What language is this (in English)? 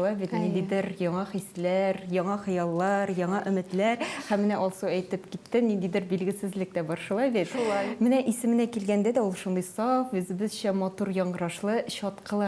Tatar